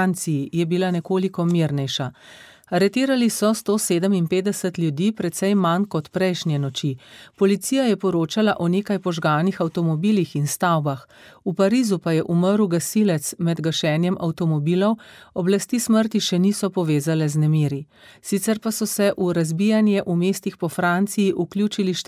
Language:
Slovenian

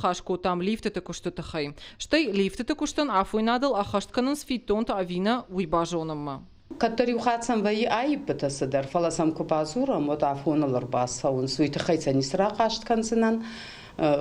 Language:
Ossetic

